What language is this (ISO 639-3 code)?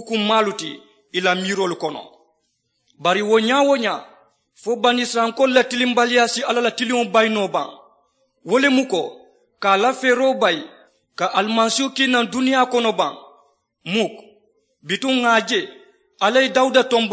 man